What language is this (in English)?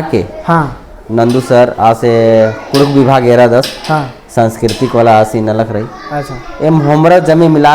Kurukh